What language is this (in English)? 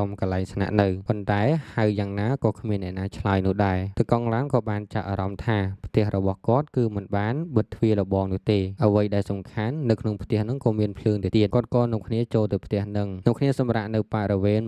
Khmer